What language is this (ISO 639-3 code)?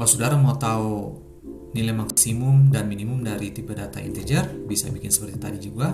abs